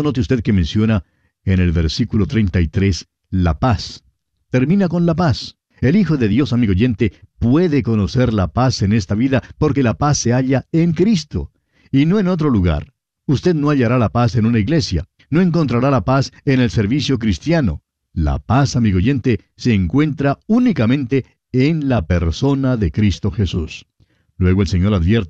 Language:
Spanish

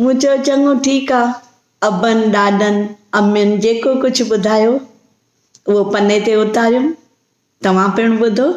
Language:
Sindhi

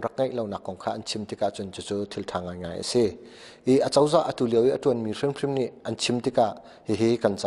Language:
Hakha Chin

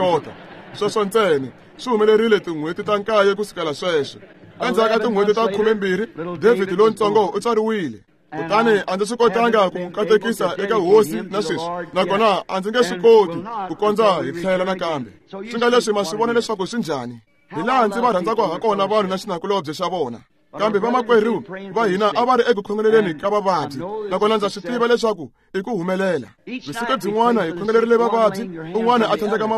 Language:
Tsonga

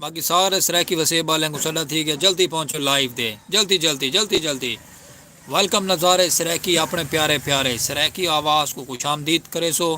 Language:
Saraiki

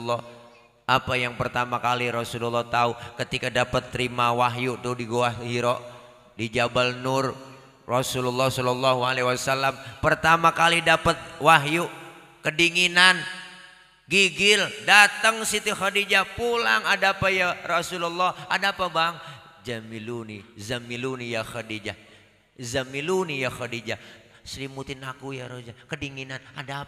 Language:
Betawi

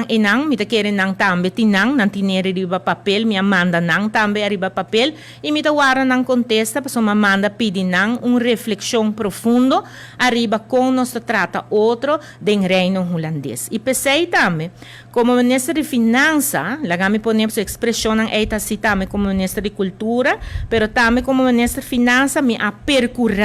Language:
Papiamento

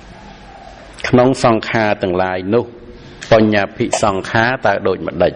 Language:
Khmer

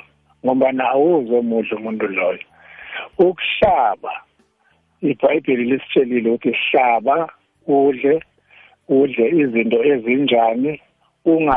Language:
South Ndebele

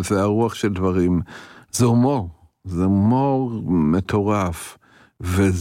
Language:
Hebrew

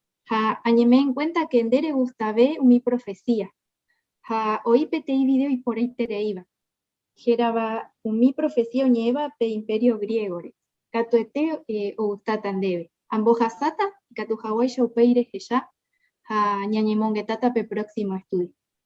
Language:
Guarani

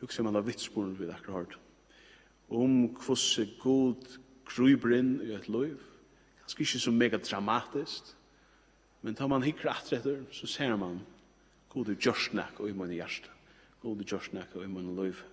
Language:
Faroese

